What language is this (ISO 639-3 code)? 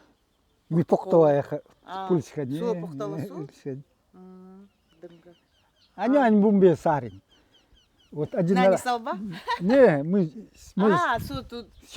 gld